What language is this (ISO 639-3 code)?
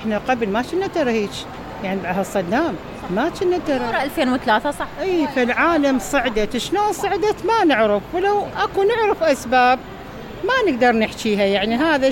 acm